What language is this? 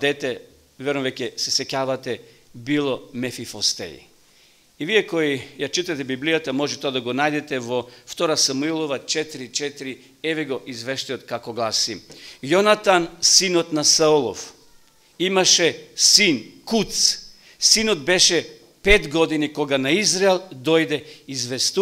Macedonian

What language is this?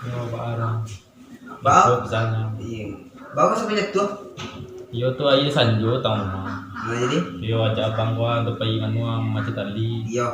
Minangkabau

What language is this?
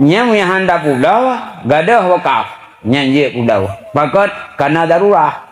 Achinese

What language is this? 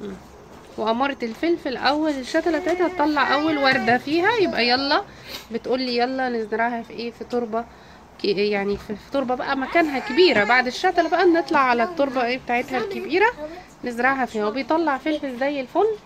Egyptian Arabic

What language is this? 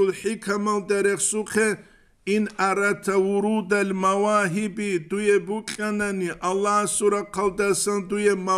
Avaric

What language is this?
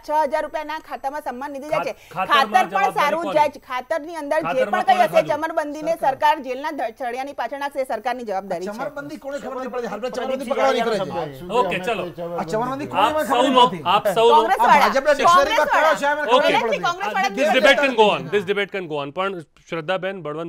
Gujarati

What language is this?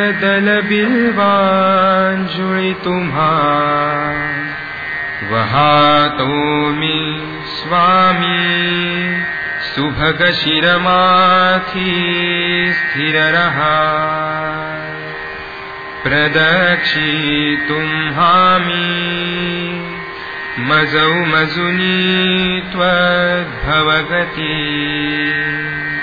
Marathi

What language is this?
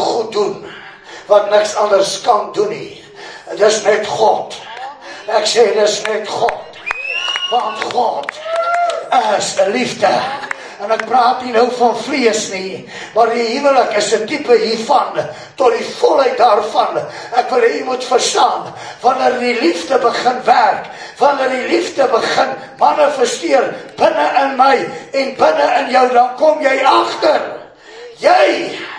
Afrikaans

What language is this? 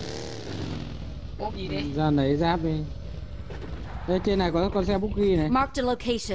Vietnamese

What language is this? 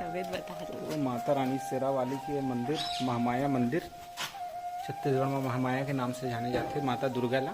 Chhattisgarhi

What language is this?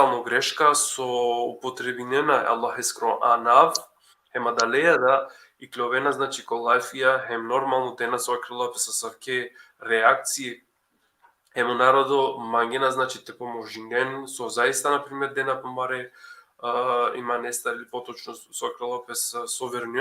Balkan Romani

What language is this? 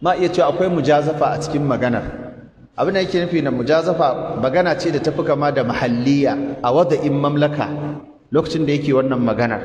Hausa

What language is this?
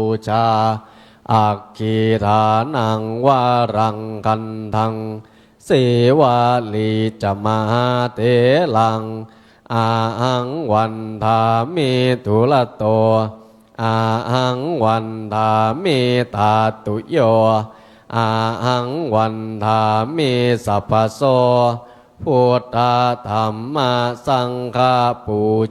Pali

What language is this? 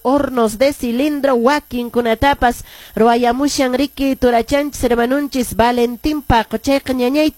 Quechua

